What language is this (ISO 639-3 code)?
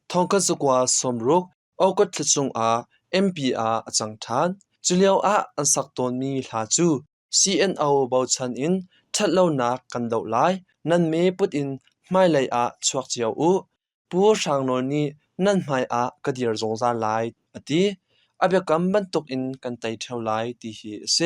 cnh